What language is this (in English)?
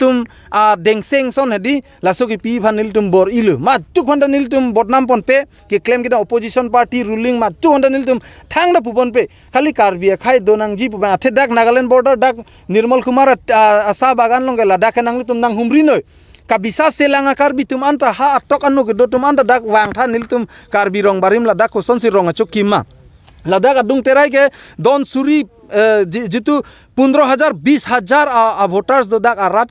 Karbi